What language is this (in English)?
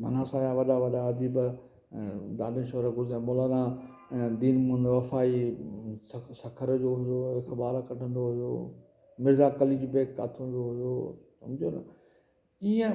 Sindhi